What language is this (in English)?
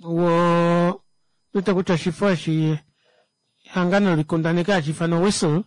Kuanyama